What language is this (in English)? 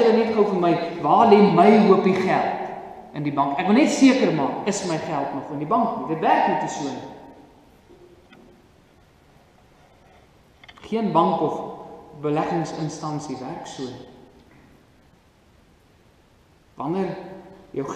Afrikaans